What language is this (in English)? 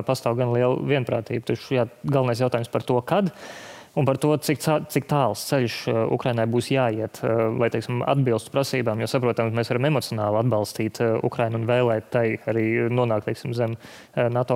Latvian